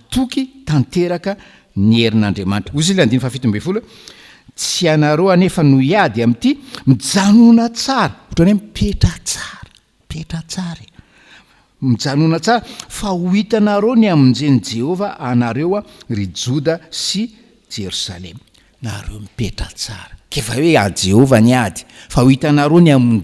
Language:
Malagasy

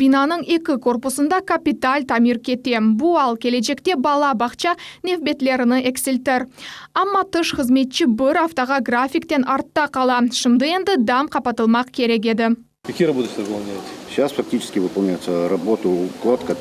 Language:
Crimean Tatar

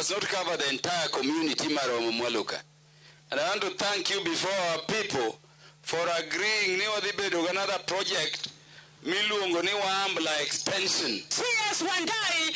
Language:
Luo (Kenya and Tanzania)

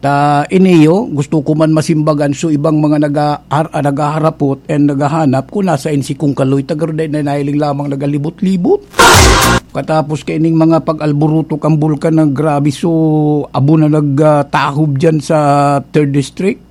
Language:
Bikol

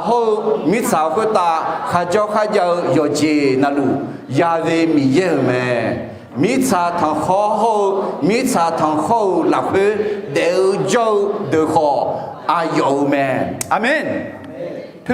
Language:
Akha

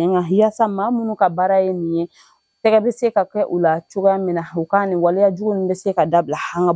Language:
Bambara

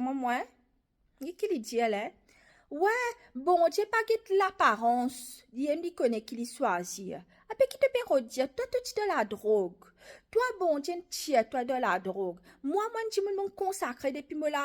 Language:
Morisyen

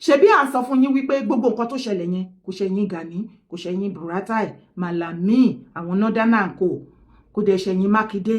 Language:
Yoruba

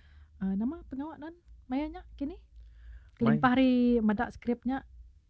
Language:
Iban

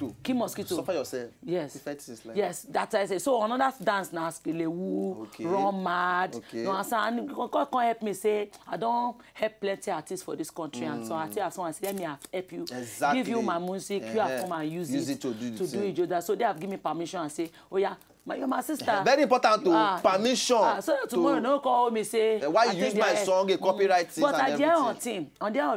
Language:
Nigerian Pidgin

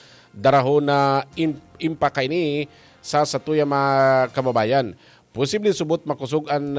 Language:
Bikol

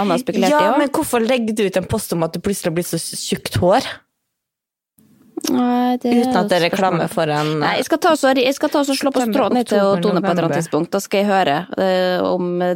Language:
Norwegian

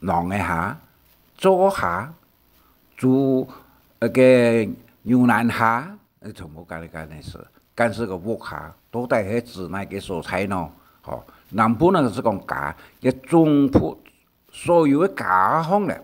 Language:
Hakka Chinese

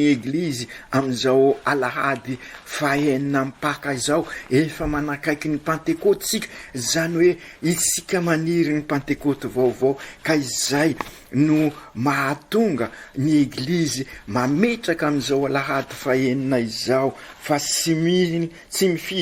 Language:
Malagasy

